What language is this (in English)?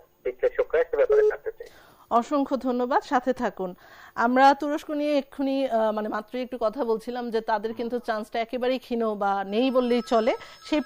Bangla